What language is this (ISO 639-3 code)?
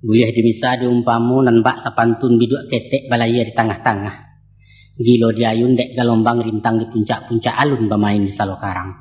min